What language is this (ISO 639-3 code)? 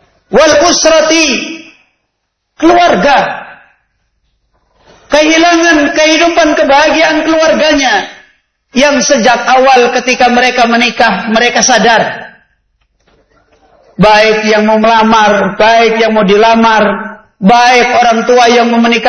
ind